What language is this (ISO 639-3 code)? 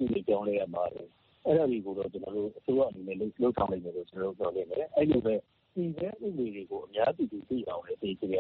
mya